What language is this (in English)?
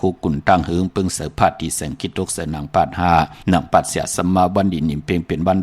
Shan